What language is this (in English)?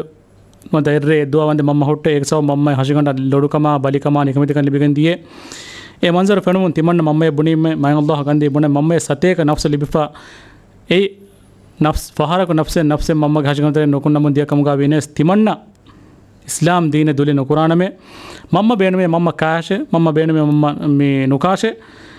Divehi